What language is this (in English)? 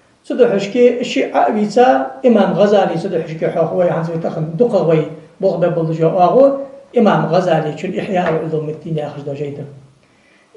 Ingush